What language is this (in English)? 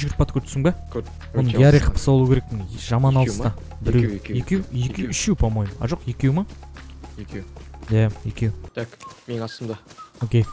Kazakh